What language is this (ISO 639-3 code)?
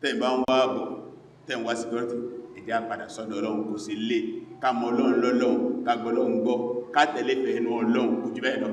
yor